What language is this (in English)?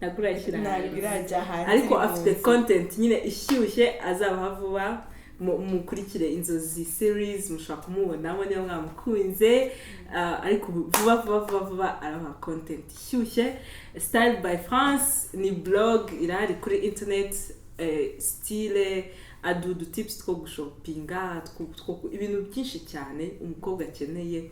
Kinyarwanda